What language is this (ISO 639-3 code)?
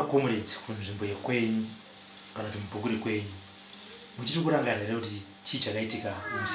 sna